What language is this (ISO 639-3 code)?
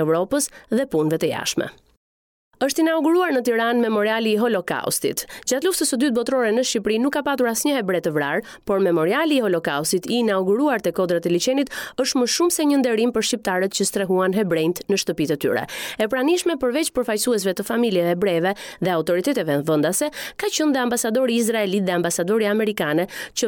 sqi